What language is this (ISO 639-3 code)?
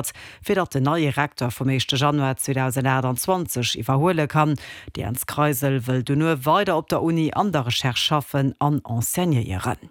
ltz